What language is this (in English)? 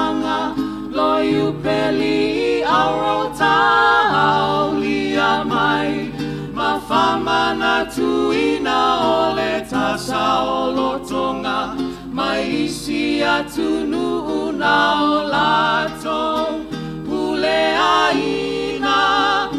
Samoan